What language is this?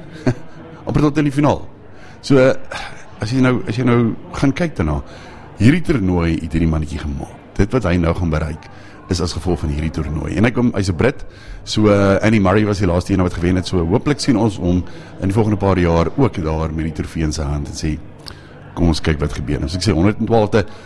Afrikaans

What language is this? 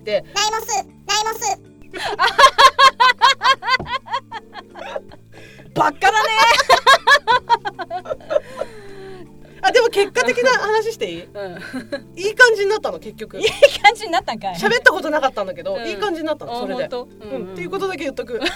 Japanese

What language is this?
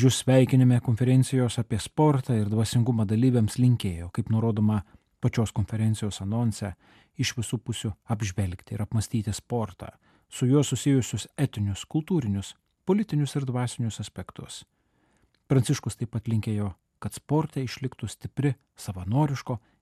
Lithuanian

